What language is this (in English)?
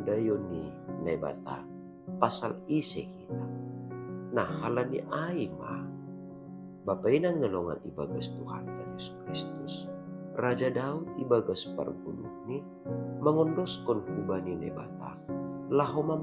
Batak Simalungun